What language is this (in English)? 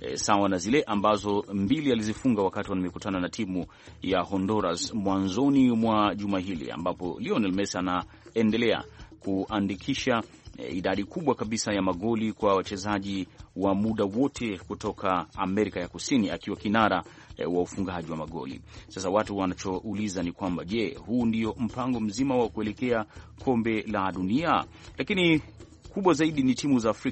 Swahili